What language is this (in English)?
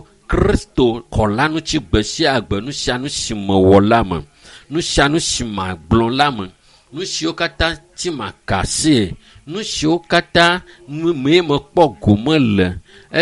Ewe